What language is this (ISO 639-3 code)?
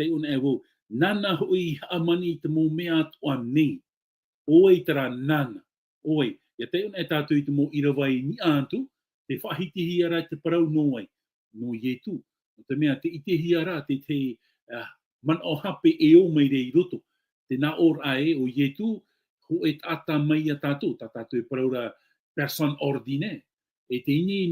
tah